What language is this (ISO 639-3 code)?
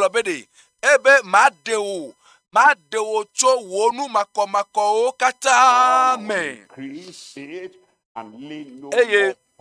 ewe